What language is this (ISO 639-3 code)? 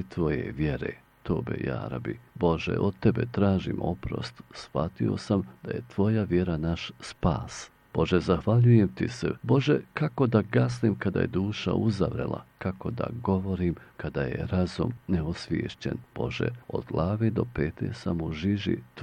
bos